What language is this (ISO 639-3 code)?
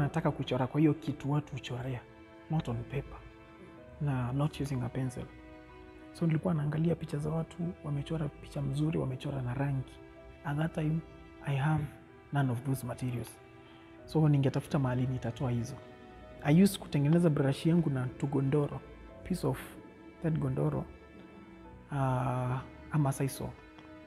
swa